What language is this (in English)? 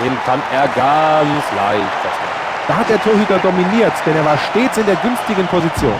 Bavarian